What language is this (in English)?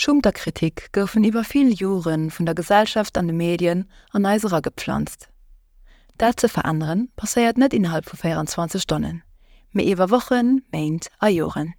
Luxembourgish